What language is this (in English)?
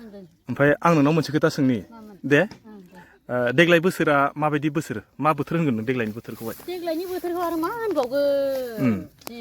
Bodo